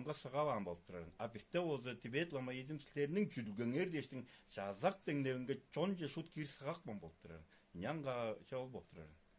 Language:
Tuvinian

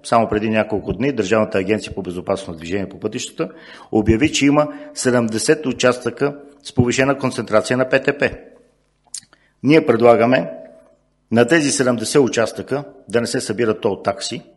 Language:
Bulgarian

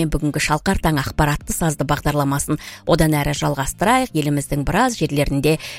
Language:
Kazakh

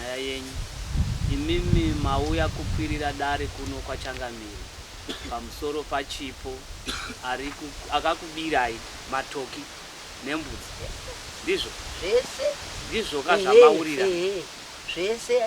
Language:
Shona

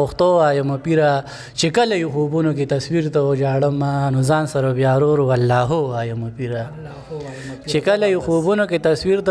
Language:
Pashto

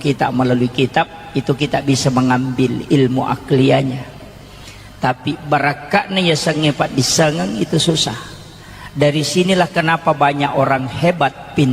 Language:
Buginese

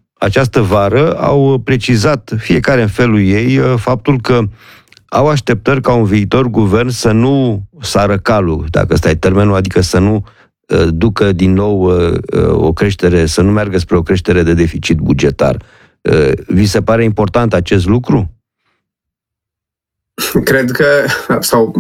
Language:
Romanian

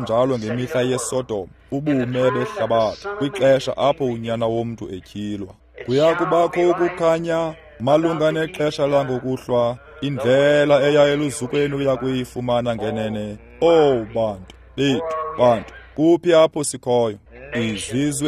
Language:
Xhosa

